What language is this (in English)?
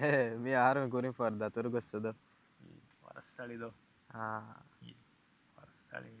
Divehi